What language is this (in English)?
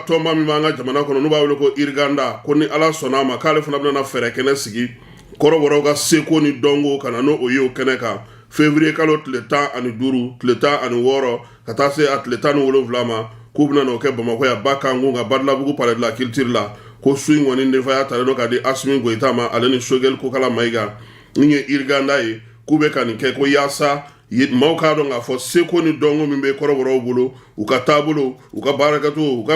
Bambara